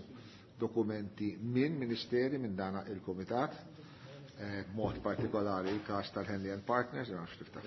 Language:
Maltese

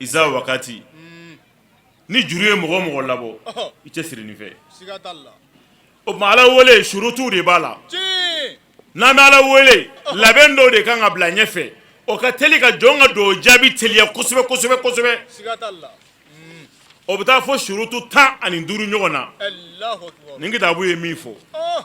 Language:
Bambara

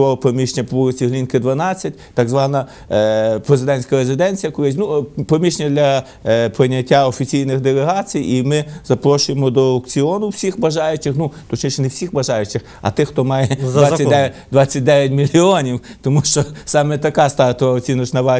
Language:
Ukrainian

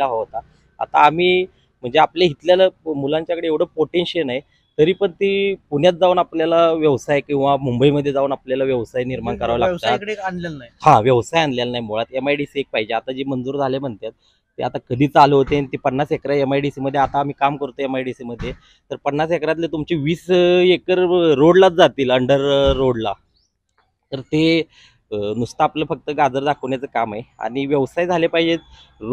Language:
Marathi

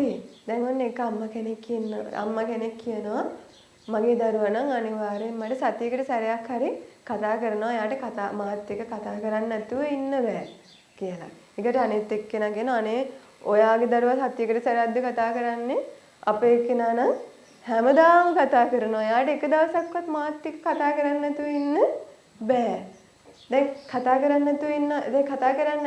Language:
Sinhala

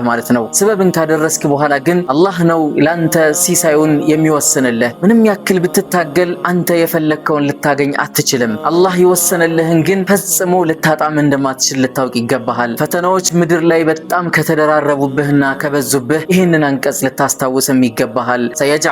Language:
Amharic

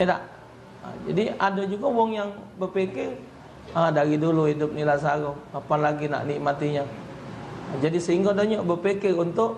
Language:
Musi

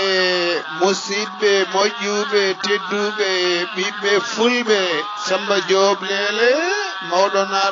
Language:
Fula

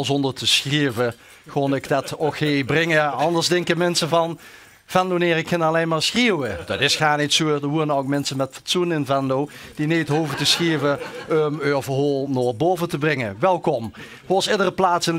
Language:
Limburgish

